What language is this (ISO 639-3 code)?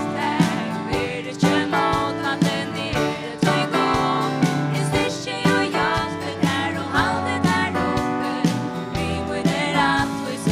fao